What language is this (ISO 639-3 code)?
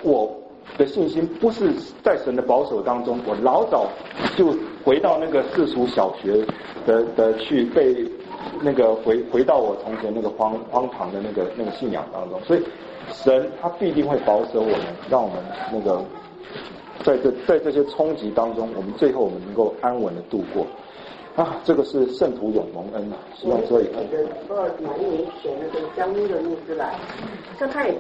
zho